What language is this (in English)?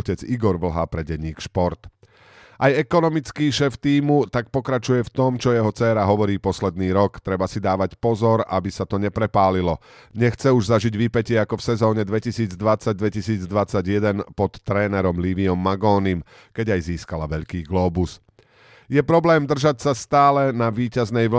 Slovak